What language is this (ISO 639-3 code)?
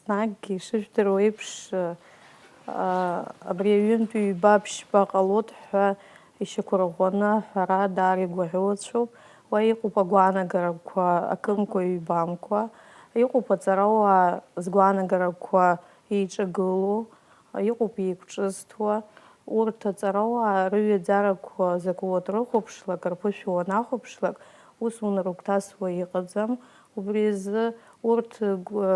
abk